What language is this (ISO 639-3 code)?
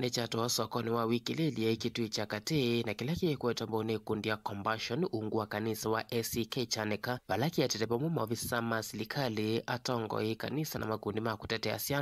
kam